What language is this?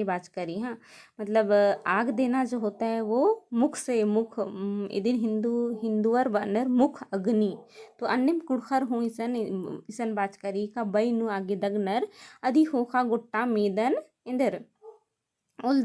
Kurukh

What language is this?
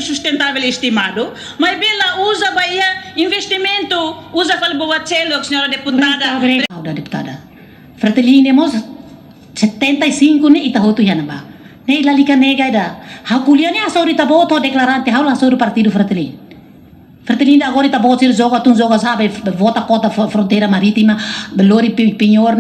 Tetum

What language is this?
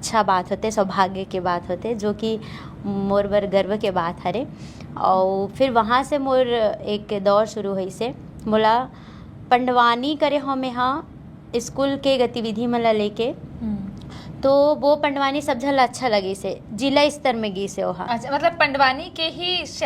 Chhattisgarhi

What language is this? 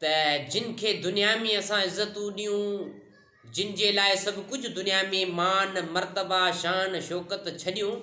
Sindhi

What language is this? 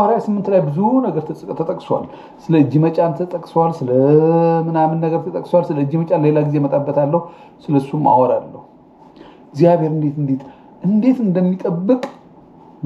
Amharic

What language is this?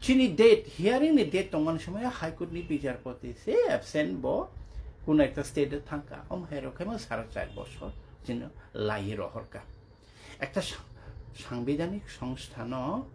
Kok Borok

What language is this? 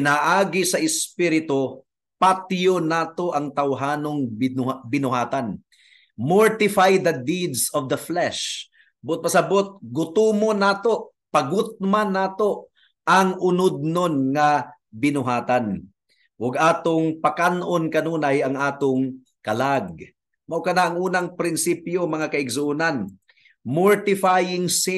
Cebuano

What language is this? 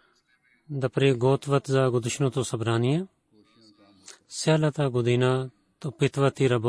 Bulgarian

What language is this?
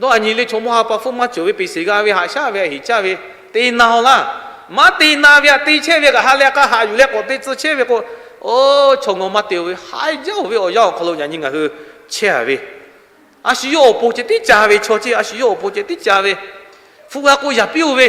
Lahu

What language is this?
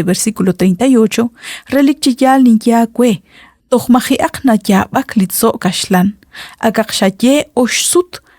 Kekchí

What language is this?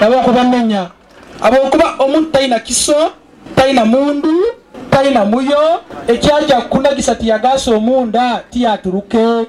Nyoro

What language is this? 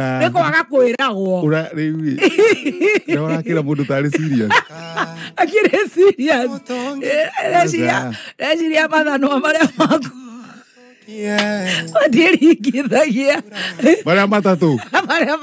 Kikuyu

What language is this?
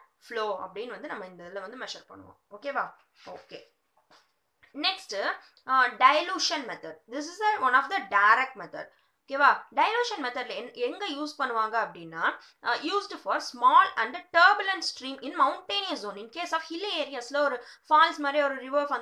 Tamil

